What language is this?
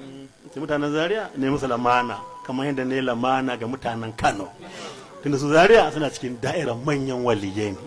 Hausa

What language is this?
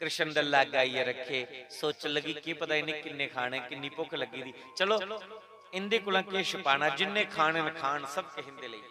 Dogri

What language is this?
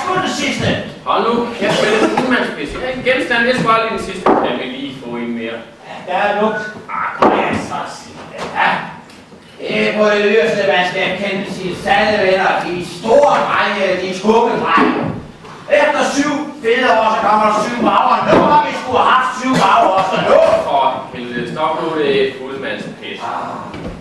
Danish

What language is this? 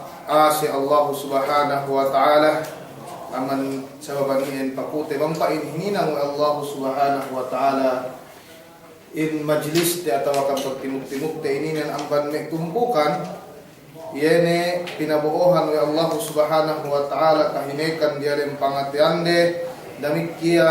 Yakan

